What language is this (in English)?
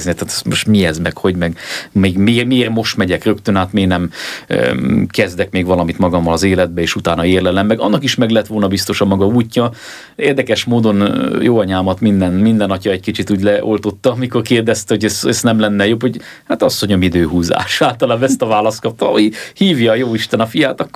Hungarian